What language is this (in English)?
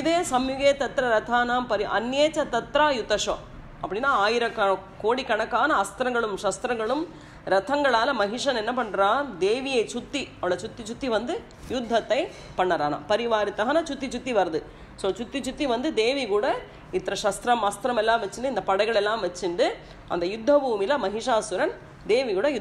Tamil